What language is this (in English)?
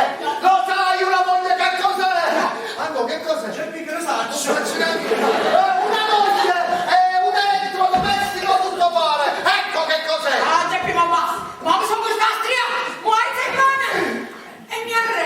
Neapolitan